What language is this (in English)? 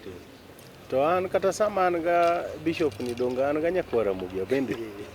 Luo (Kenya and Tanzania)